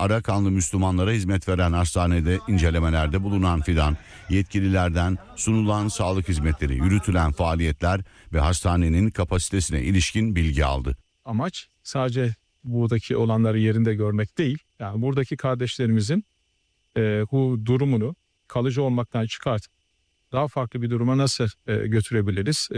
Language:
Turkish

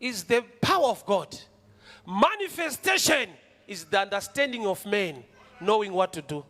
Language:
Shona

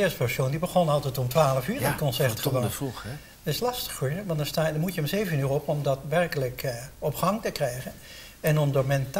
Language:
Dutch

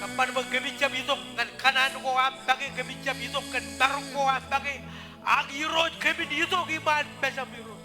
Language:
Marshallese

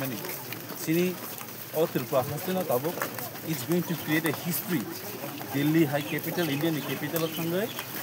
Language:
Kok Borok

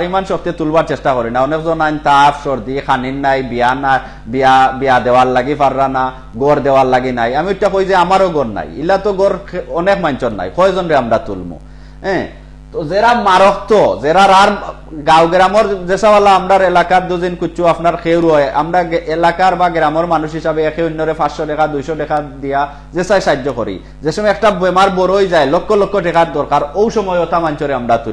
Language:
Sylheti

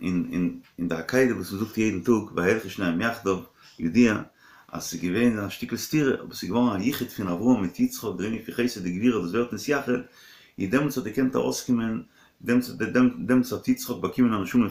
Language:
Yiddish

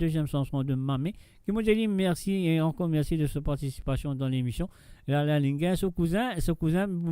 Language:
Morisyen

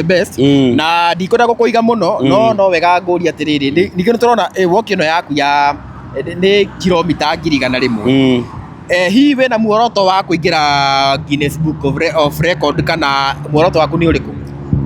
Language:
Kikuyu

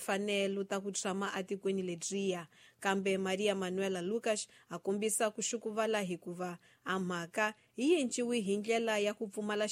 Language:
Tsonga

